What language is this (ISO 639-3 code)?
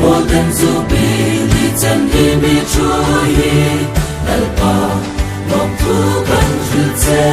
hmr